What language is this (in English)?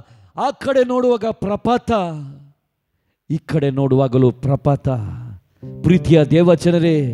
Kannada